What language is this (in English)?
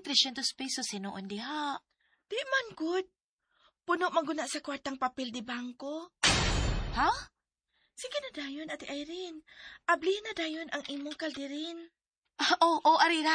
Cebuano